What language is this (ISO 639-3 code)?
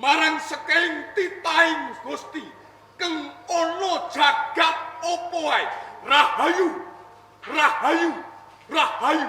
jav